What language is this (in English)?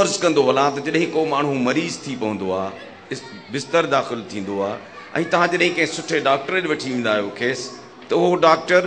Sindhi